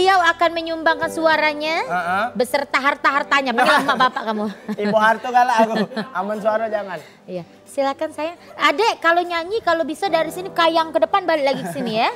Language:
Musi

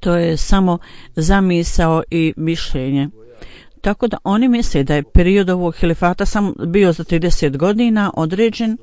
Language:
Bosnian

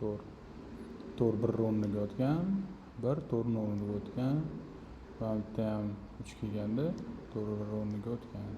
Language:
Uzbek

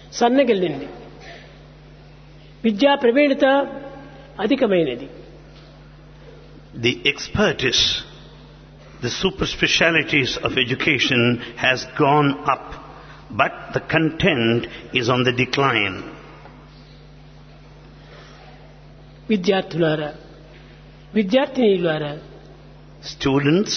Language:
Telugu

